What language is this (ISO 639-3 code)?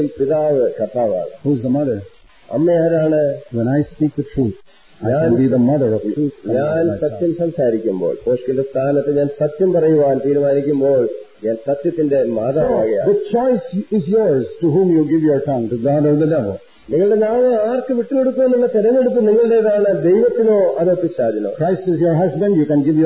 mal